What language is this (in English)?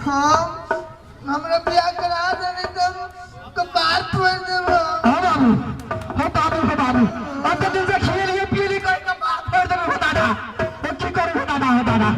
Maithili